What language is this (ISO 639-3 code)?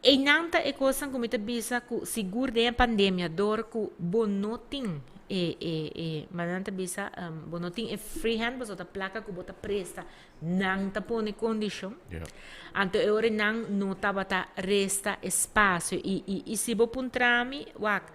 pap